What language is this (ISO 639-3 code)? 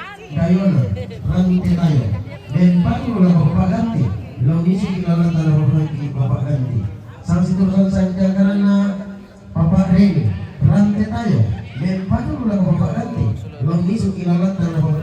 sda